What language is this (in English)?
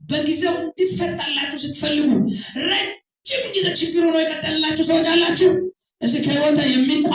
Amharic